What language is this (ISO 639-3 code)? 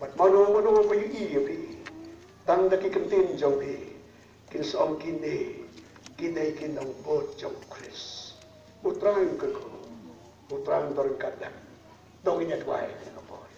kha